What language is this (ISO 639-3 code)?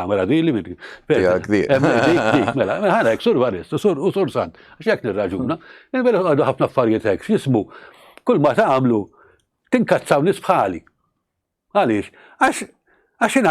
mlt